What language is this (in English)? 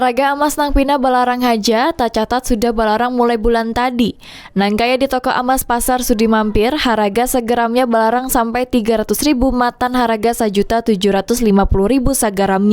Banjar